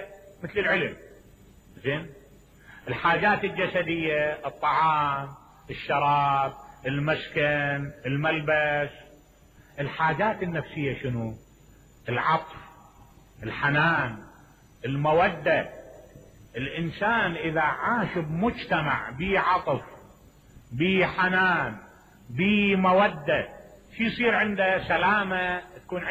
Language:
Mesopotamian Arabic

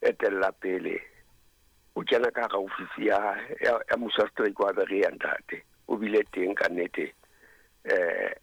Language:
Southern Sotho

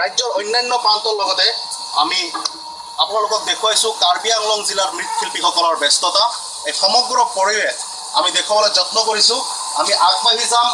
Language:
Assamese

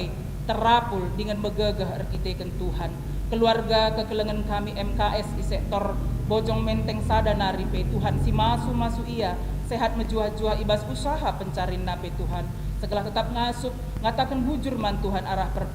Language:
Batak Karo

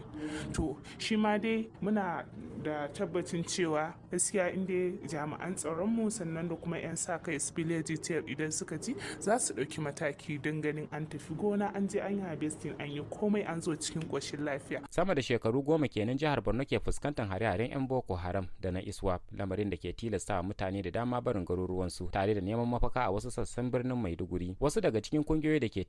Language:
Hausa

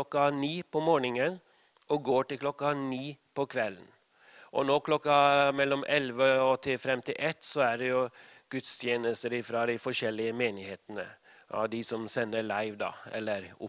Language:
Norwegian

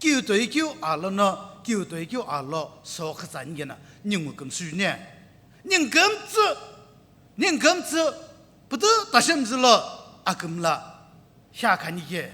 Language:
Sumi Naga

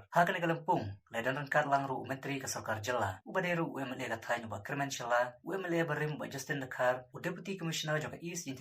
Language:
Khasi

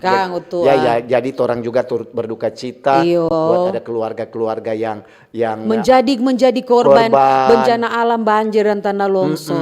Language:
Manado Malay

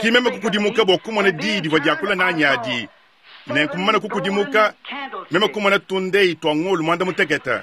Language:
Luba-Lulua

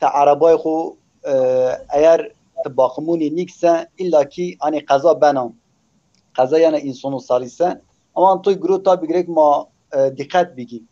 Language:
Zaza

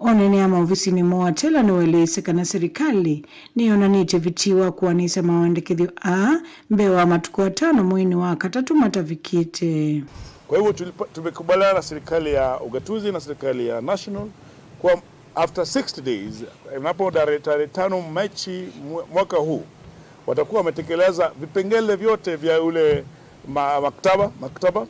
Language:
Kamba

